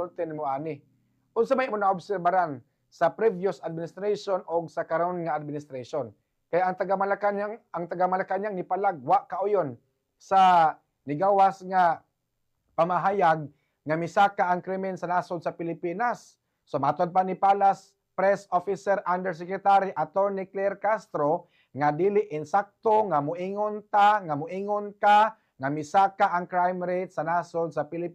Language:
Cebuano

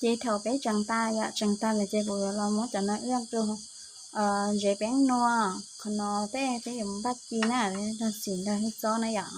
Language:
Hmong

